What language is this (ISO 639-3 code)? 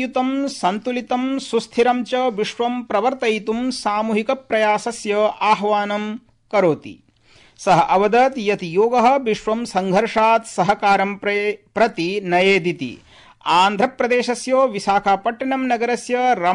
san